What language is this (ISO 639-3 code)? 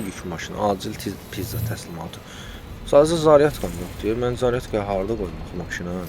aze